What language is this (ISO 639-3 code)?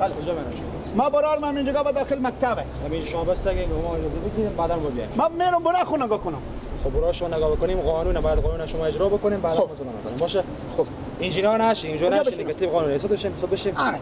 fas